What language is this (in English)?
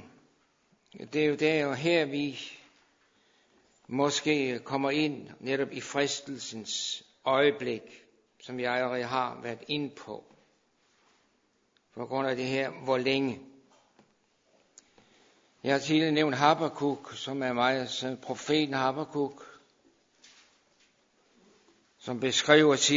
Danish